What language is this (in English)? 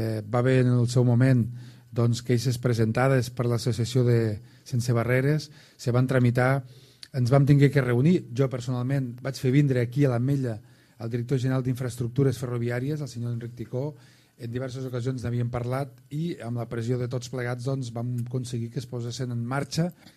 Catalan